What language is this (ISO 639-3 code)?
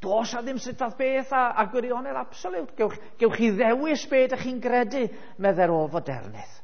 cym